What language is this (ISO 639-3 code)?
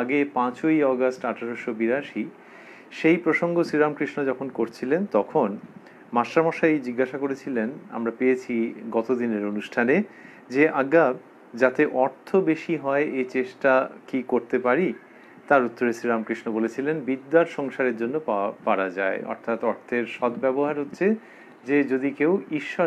ben